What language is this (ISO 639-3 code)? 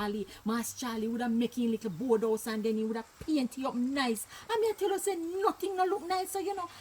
jam